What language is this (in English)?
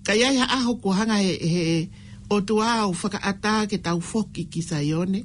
Tongan